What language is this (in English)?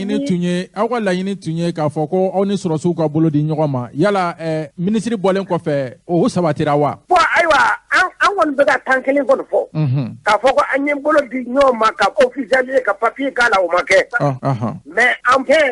Bambara